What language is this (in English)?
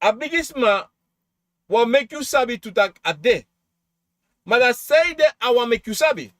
Sranan Tongo